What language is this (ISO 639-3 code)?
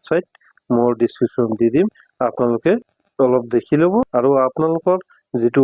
asm